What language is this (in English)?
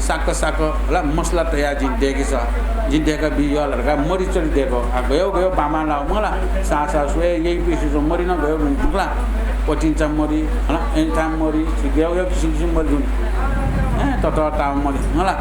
Newari